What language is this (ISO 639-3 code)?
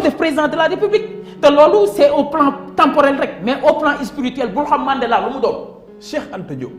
wol